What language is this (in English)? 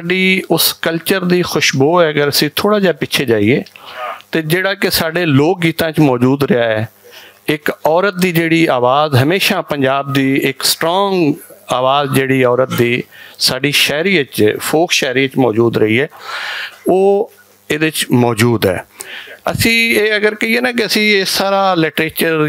Western Panjabi